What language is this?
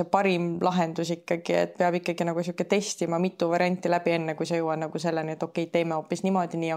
Estonian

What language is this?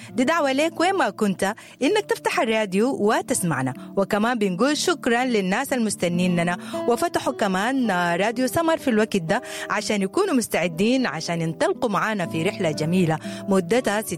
Sudanese Arabic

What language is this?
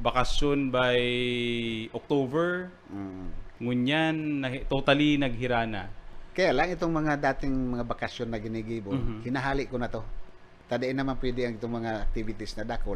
Bikol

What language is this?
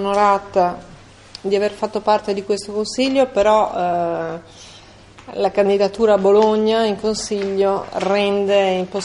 Italian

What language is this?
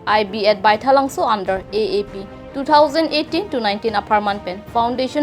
Karbi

